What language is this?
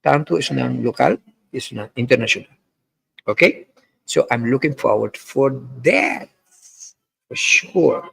Papiamento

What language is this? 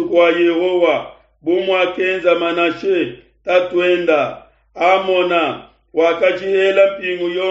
Luba-Lulua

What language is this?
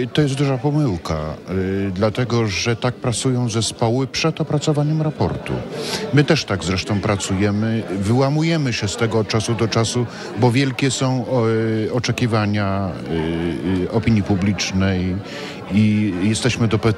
Polish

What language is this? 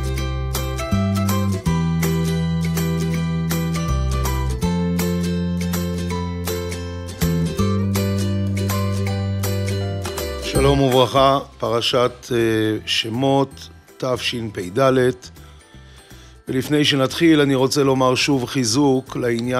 Hebrew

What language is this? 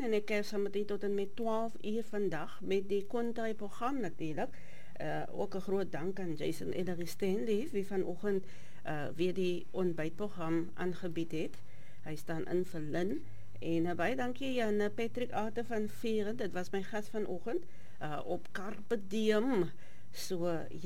Afrikaans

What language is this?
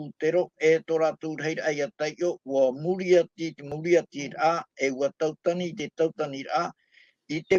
Tahitian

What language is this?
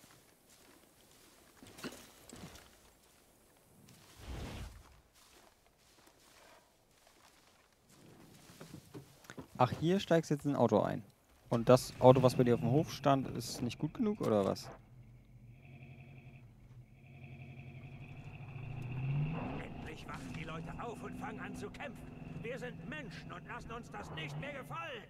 German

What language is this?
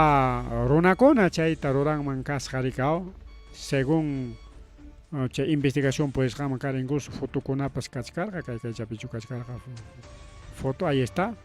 Ayacucho Quechua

